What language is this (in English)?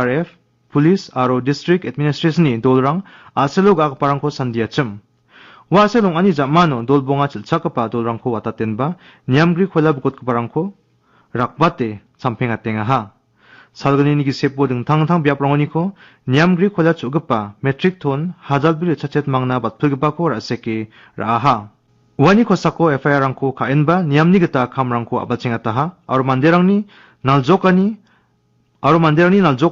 Garo